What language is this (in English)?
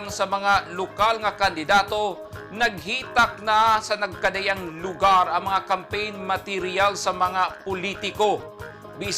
Cebuano